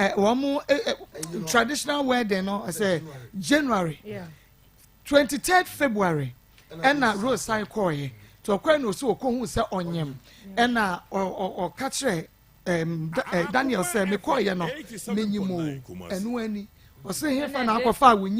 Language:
Akan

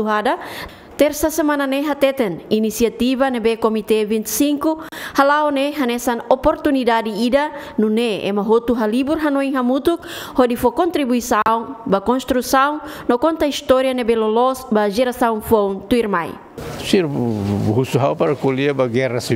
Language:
Tetum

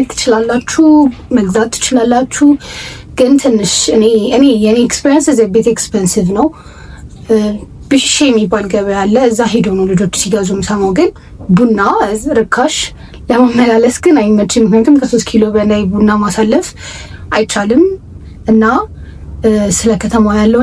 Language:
Amharic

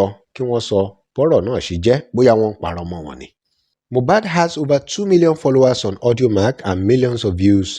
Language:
Yoruba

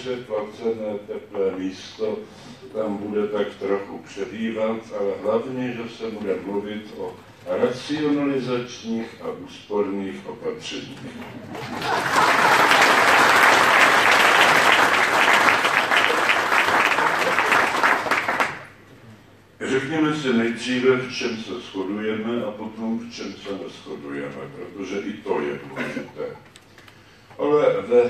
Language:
Czech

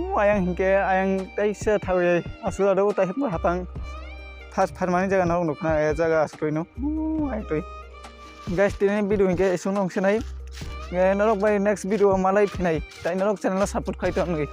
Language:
Kok Borok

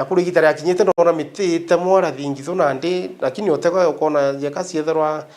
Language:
Meru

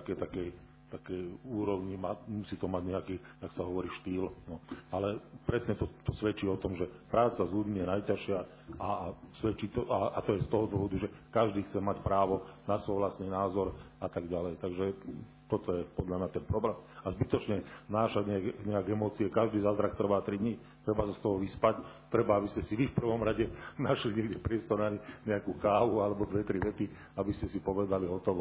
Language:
Slovak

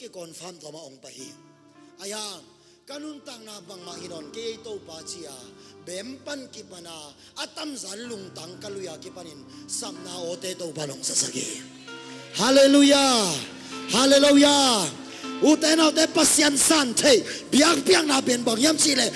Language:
Tedim Chin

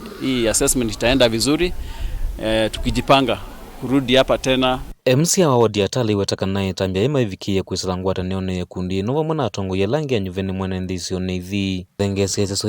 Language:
Kamba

